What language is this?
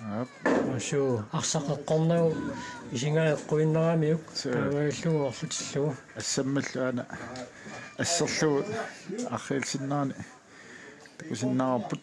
Kalaallisut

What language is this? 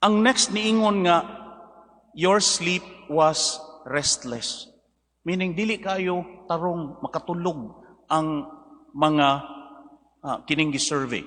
Cebuano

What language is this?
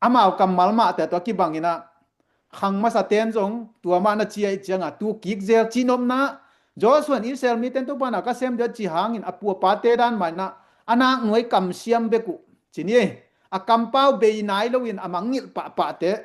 Tedim Chin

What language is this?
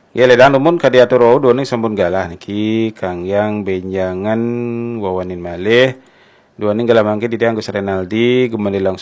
Balinese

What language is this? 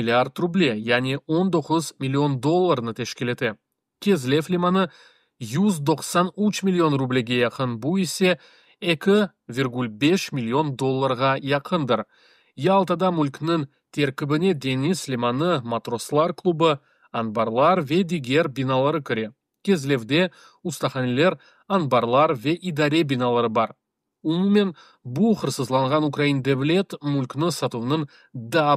Crimean Tatar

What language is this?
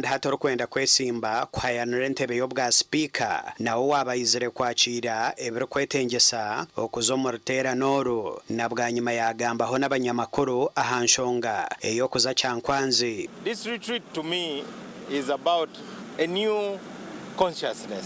Nyankole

